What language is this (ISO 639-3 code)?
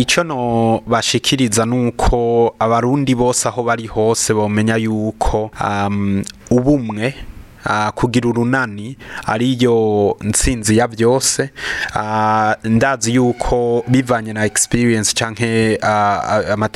run